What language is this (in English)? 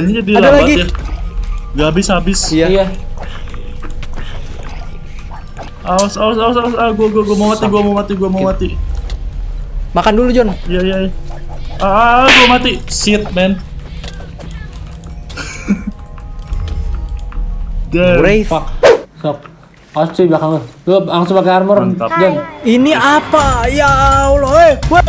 Indonesian